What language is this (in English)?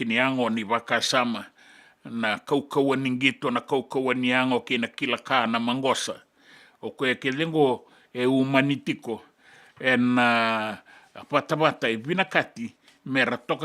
Fijian